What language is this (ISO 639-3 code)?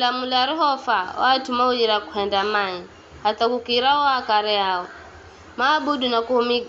nyf